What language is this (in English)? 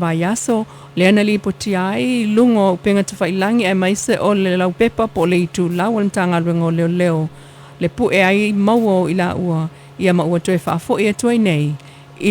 Samoan